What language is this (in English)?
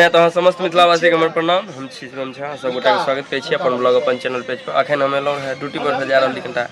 Maithili